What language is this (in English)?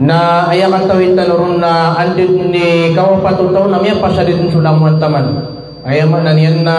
Maranao